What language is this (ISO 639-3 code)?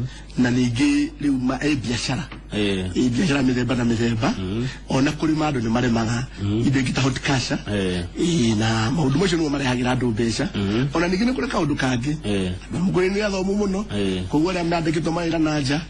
kik